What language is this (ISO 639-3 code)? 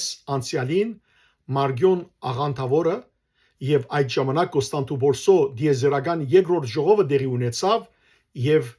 hyw